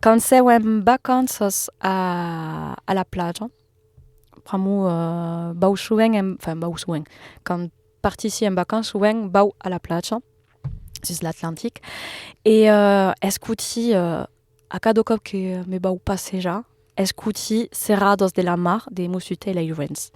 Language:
Occitan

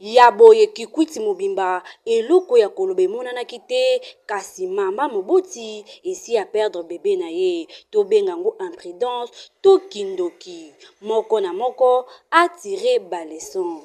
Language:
Lingala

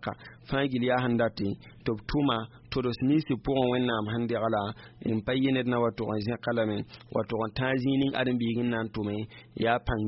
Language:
Mossi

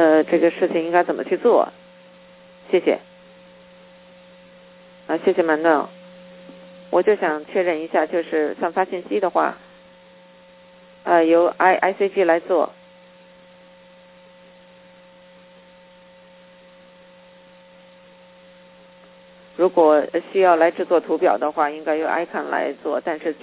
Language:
Chinese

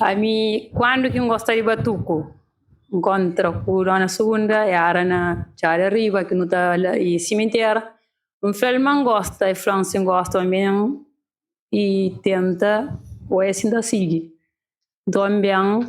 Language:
Kabuverdianu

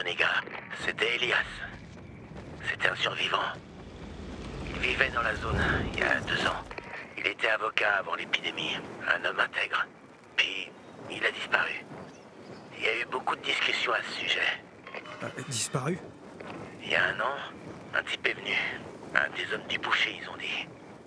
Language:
French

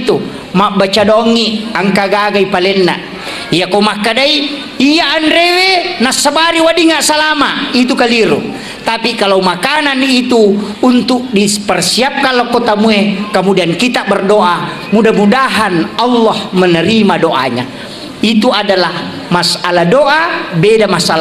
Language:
Buginese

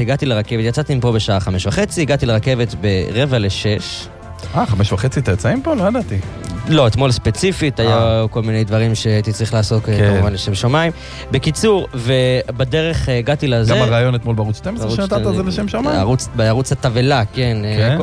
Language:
Hebrew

